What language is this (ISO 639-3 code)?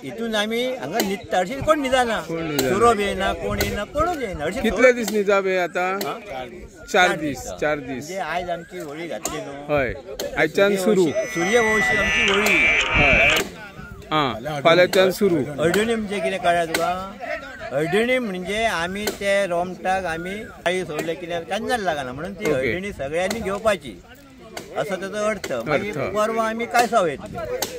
kok